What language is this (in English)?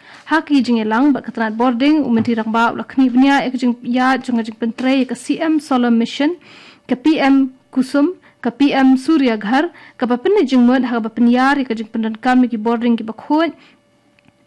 Khasi